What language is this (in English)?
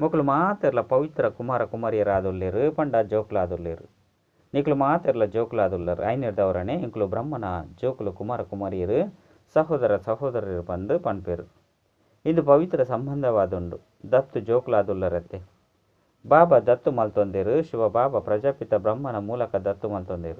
Tulu